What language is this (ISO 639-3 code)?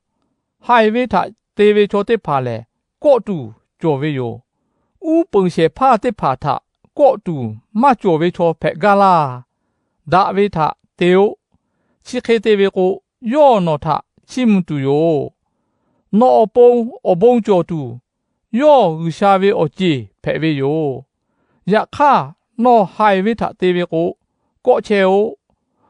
lhu